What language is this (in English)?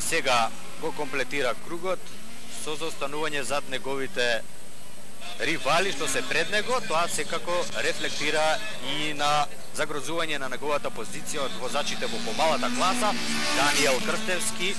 Macedonian